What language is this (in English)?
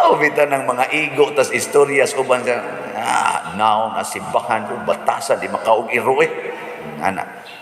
Cebuano